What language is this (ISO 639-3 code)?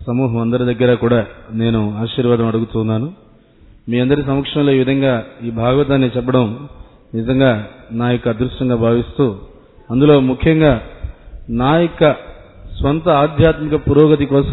tel